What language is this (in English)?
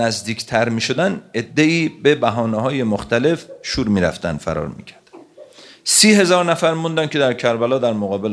Persian